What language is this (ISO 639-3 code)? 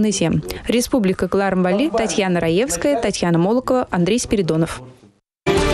chv